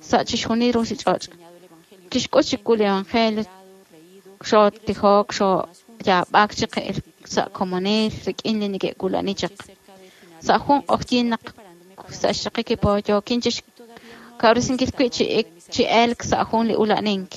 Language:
Kekchí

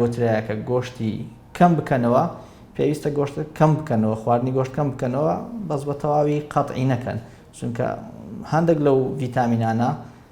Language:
Central Kurdish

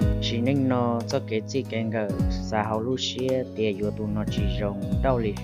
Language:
Hmong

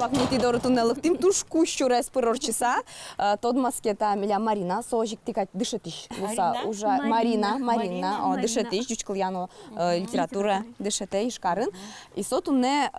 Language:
Udmurt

